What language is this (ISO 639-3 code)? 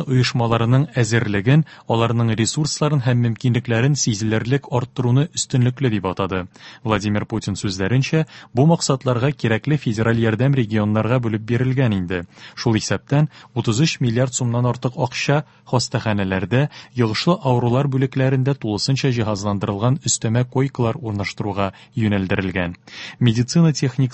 tat